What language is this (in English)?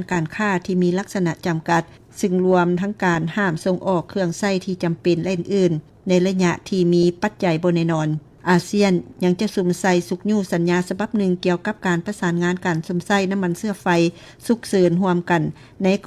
Lao